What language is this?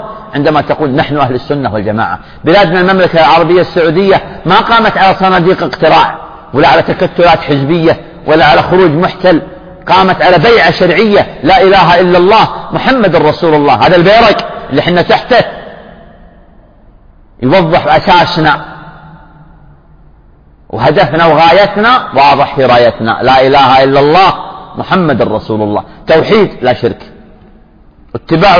Arabic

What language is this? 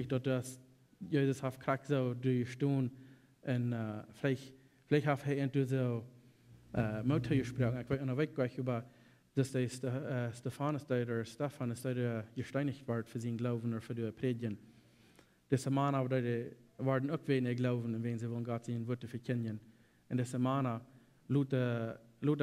Plautdietsch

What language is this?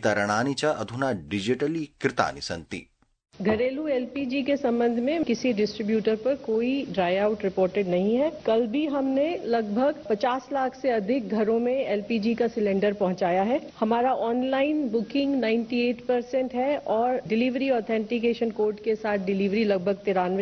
Sanskrit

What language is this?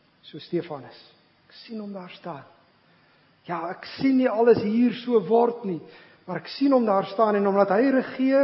Afrikaans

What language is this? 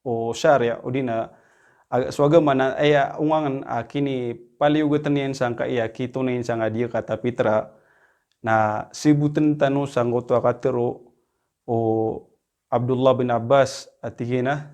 Maranao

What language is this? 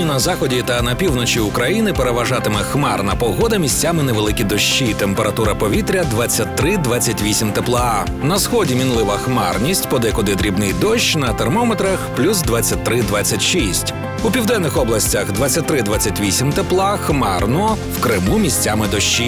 Ukrainian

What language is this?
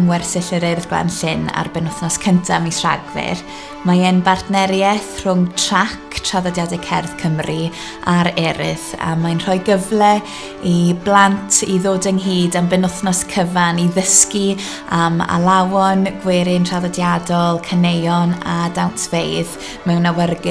Welsh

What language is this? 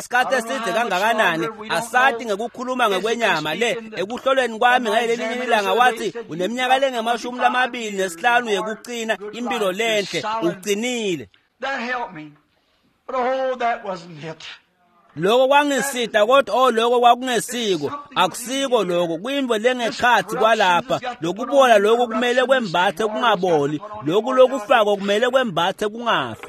Swati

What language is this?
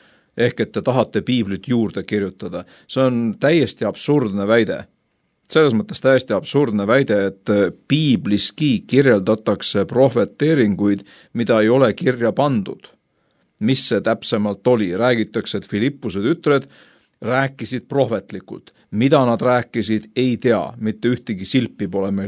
Estonian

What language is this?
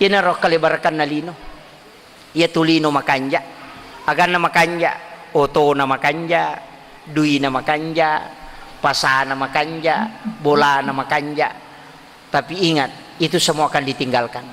Buginese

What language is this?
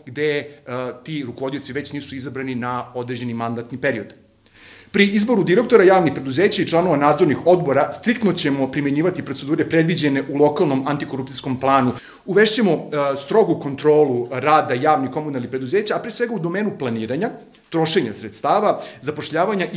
Serbian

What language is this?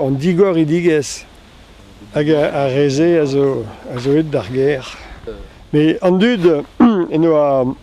Breton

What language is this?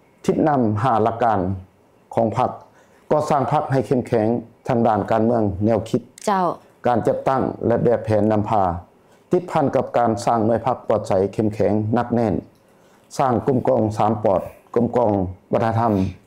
Lao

